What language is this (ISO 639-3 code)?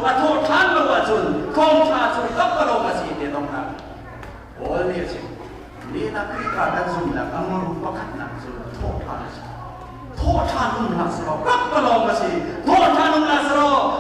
cnh